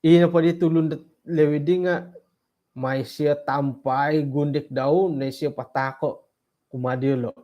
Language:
Central Dusun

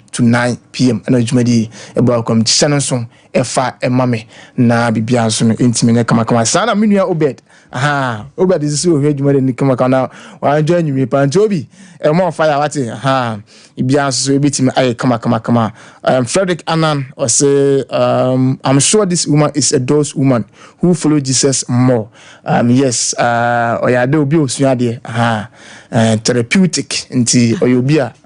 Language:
Akan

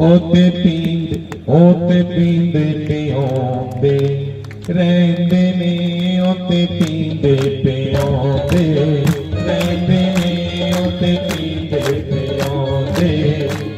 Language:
Dogri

